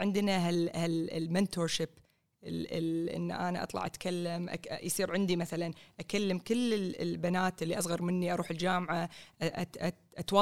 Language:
Gulf Arabic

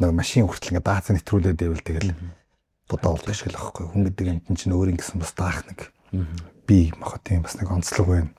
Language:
Mongolian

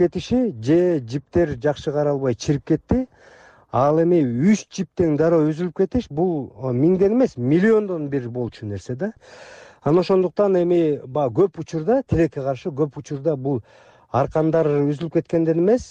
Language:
Kyrgyz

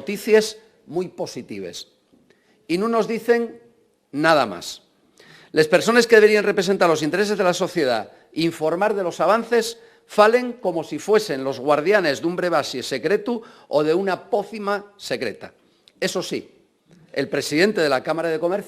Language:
Asturian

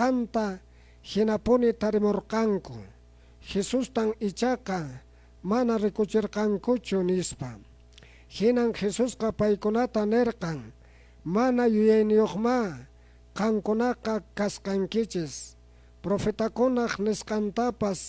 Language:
Quechua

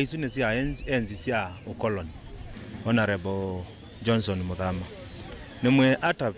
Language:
Kamba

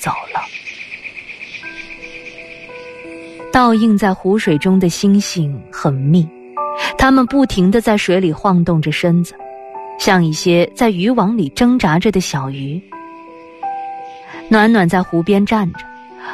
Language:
Chinese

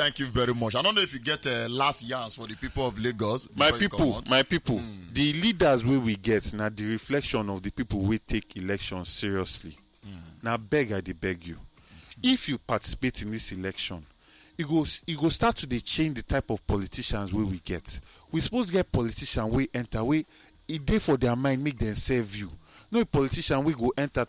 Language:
Nigerian Pidgin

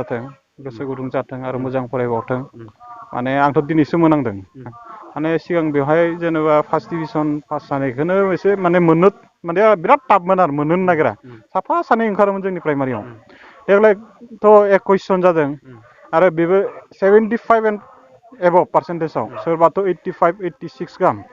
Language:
Bodo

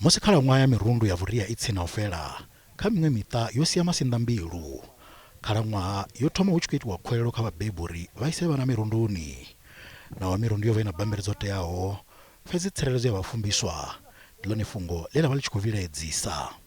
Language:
Venda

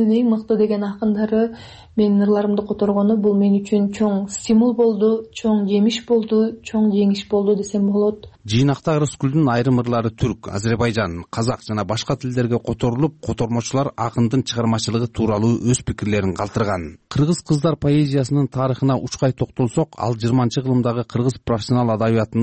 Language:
Kyrgyz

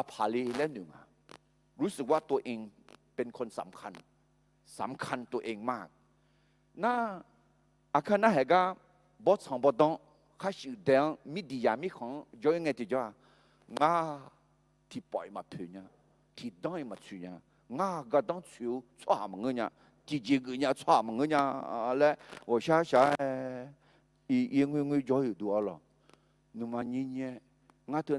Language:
Akha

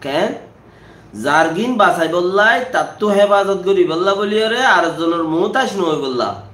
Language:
Rohingya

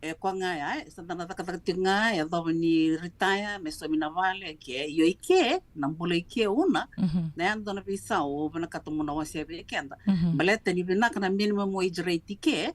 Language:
Fijian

